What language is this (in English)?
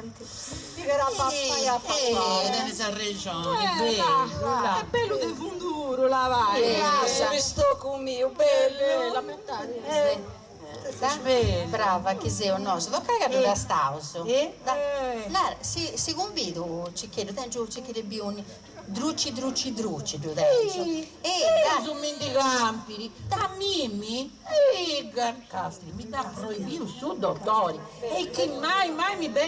Sardinian